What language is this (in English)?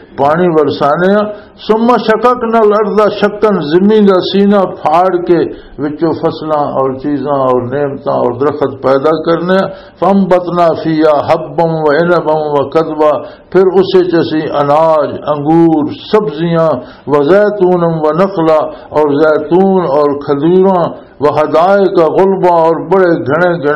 Western Panjabi